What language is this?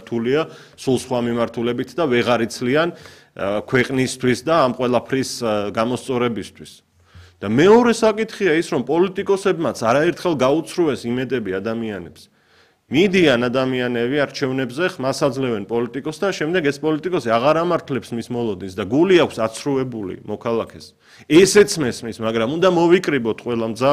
Georgian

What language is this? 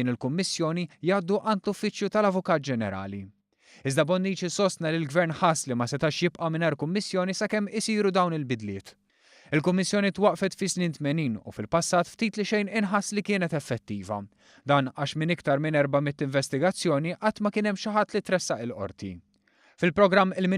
Maltese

